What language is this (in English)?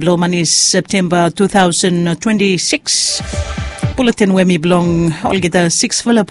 Bislama